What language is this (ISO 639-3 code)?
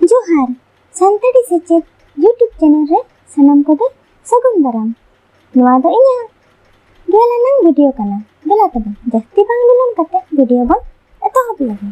sat